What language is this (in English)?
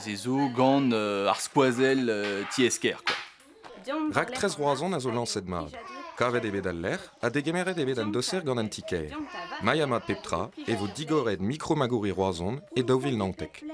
Breton